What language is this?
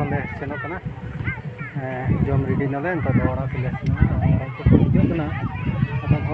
Santali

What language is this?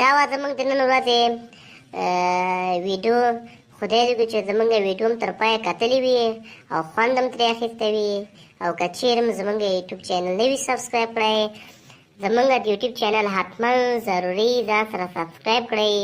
Pashto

